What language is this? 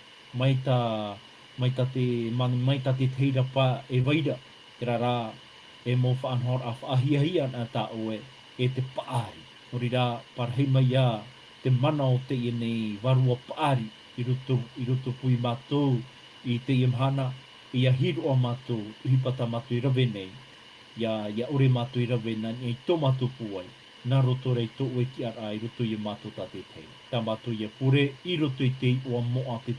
Tahitian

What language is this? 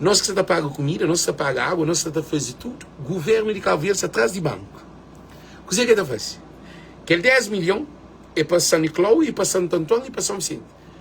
Kabuverdianu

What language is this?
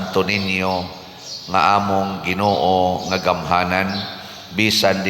Cebuano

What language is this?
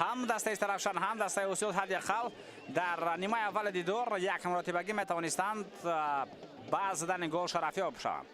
Tajik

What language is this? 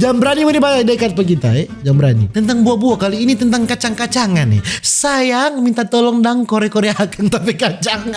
Manado Malay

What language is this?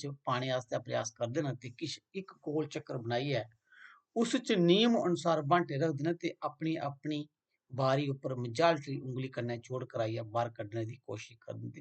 Dogri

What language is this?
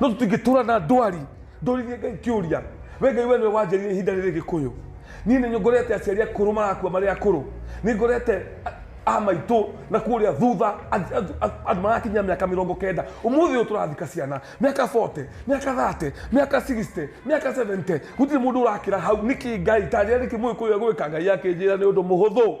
Kikuyu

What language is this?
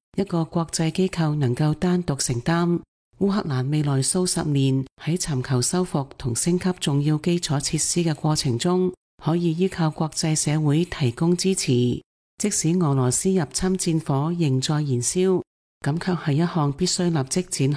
Cantonese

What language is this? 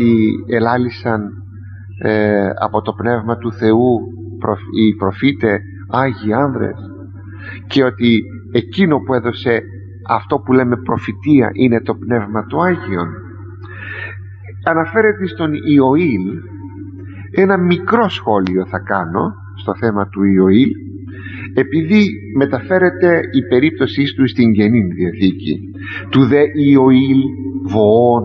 Greek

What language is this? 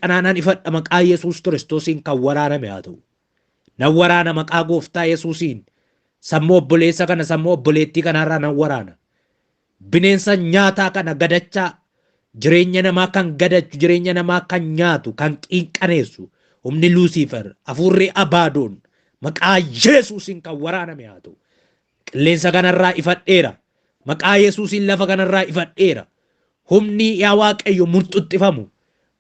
Oromo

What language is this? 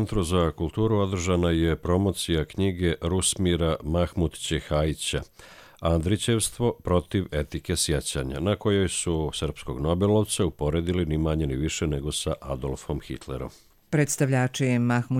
Croatian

